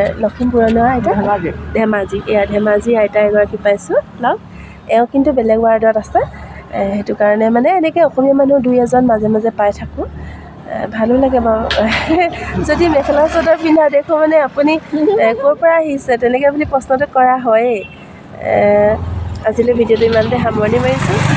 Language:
Assamese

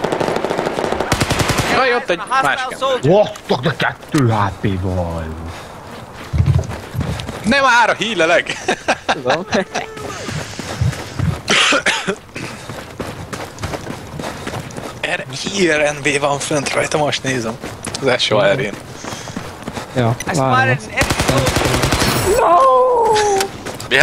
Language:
Hungarian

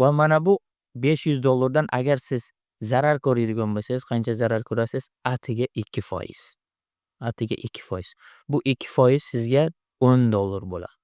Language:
Uzbek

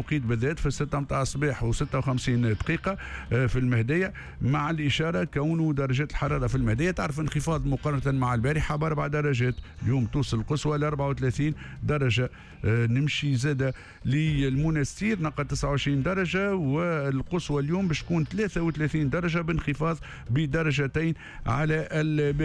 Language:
Tunisian Arabic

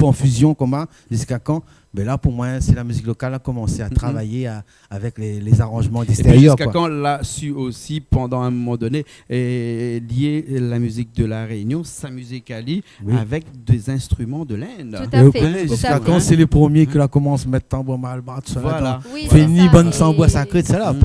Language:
Réunion Creole French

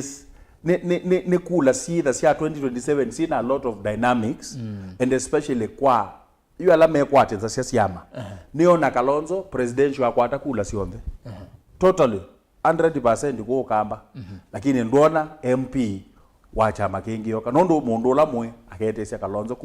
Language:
Kamba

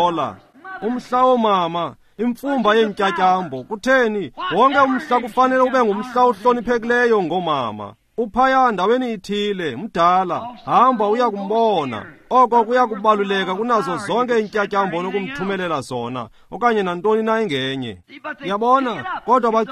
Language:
Xhosa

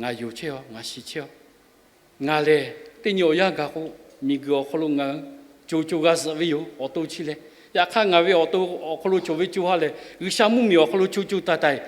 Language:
Lahu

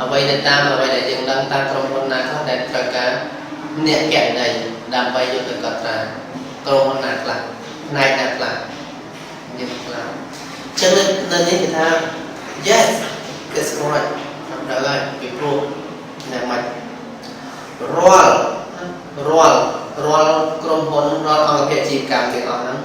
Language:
Khmer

